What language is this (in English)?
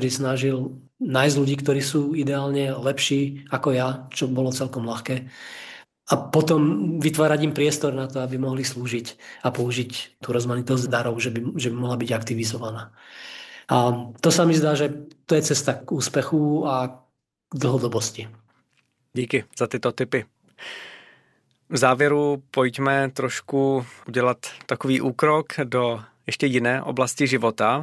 Slovak